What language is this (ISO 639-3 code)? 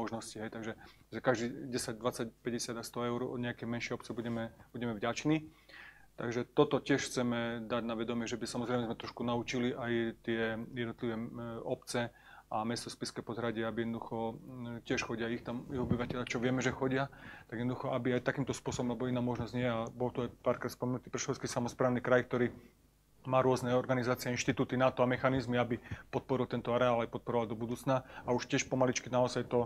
slk